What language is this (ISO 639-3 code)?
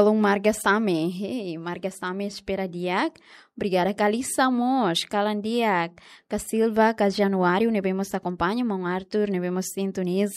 tet